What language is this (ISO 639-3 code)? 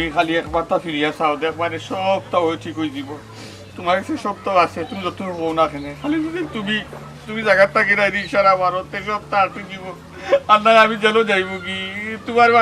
syl